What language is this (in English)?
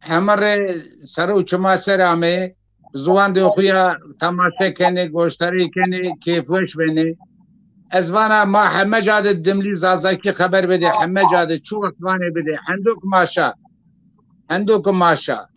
Zaza